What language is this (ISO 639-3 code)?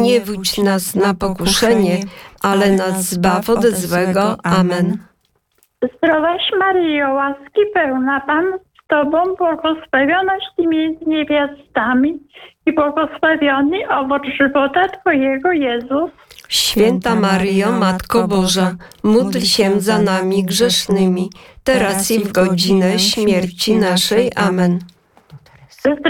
pol